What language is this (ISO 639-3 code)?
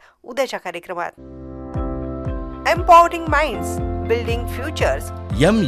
mar